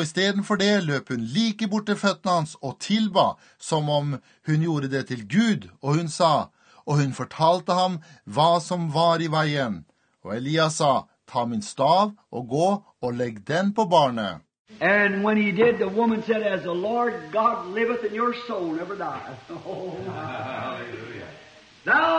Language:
Norwegian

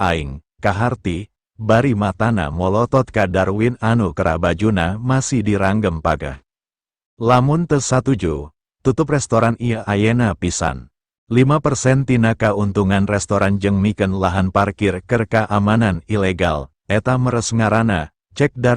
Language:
Sundanese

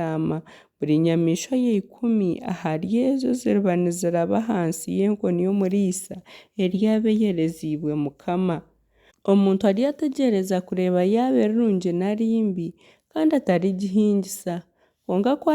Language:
Nyankole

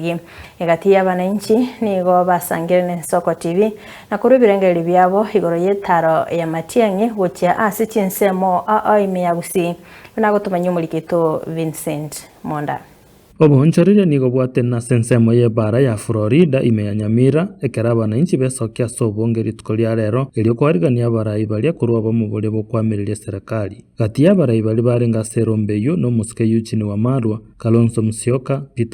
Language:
Gusii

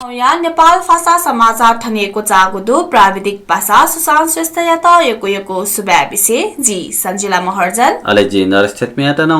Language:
Newari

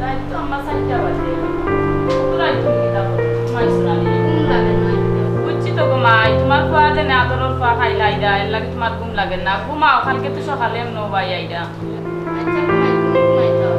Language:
Sylheti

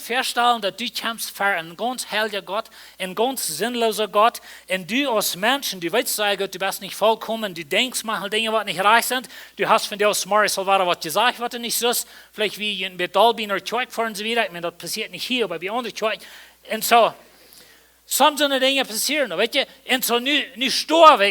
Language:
Plautdietsch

